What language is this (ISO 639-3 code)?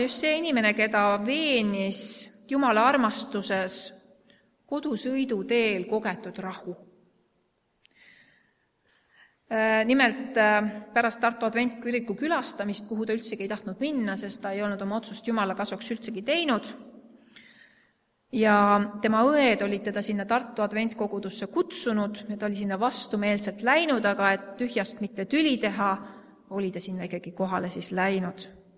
est